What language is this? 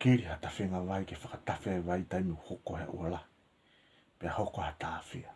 Tongan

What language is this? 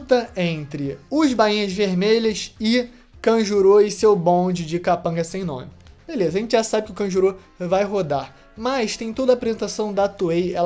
Portuguese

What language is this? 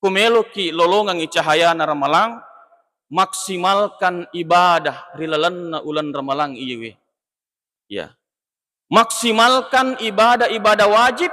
Buginese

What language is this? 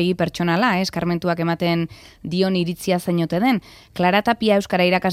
Basque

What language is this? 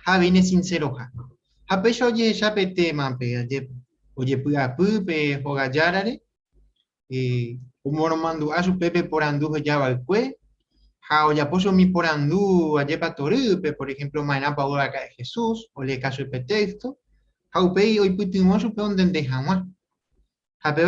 Guarani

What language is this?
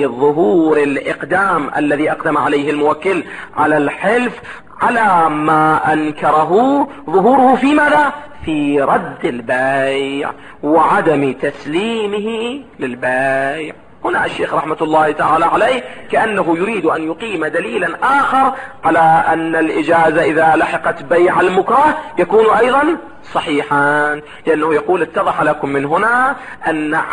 Arabic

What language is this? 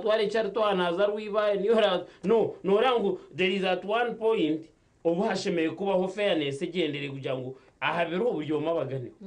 Nyankole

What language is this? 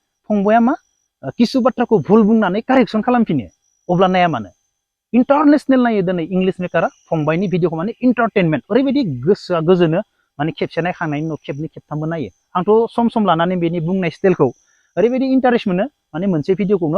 Bodo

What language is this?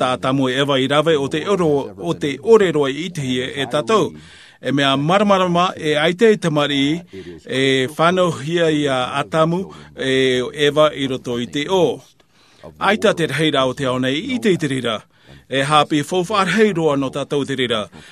Tahitian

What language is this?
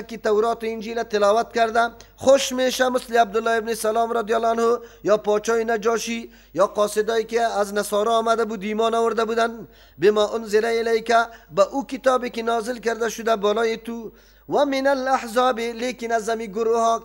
Persian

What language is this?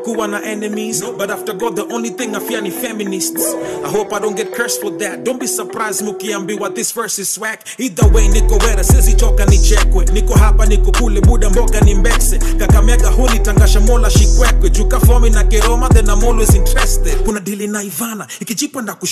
Swahili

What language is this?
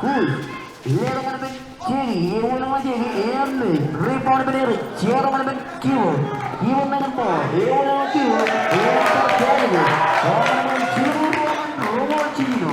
Marshallese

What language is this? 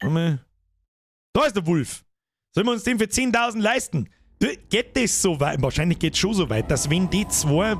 Bavarian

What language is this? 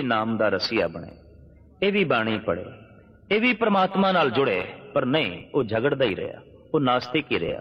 Punjabi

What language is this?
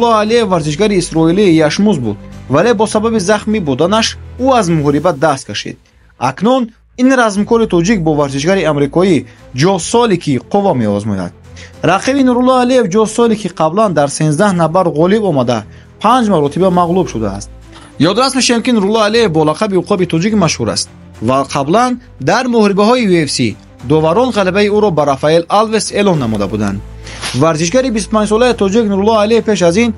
Tajik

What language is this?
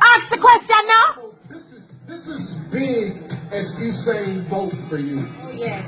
Jamaican Creole English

